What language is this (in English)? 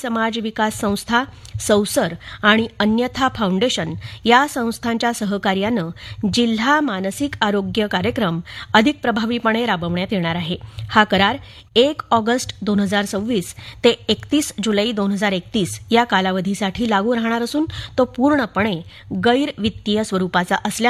Marathi